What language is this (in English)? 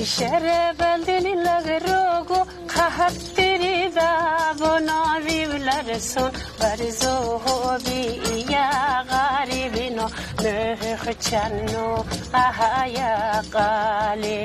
Lak